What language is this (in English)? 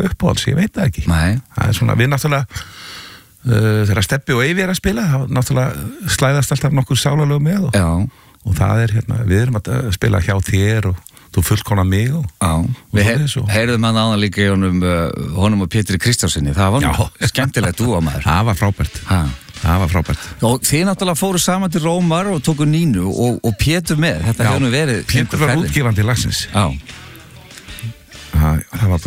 Icelandic